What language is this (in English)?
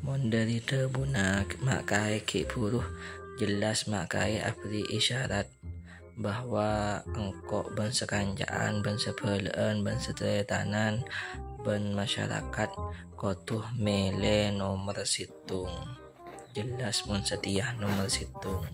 Madurese